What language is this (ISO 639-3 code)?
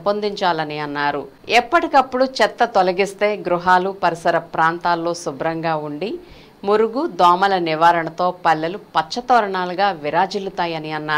tel